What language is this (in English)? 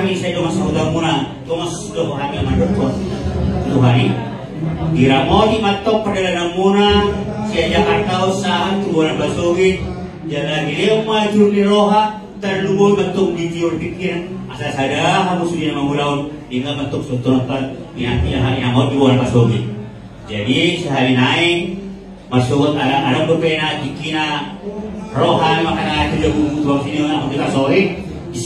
Batak Toba